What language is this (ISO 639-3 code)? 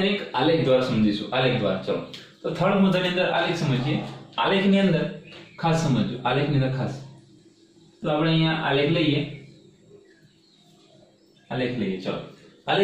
guj